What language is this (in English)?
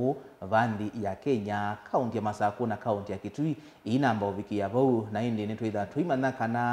Kamba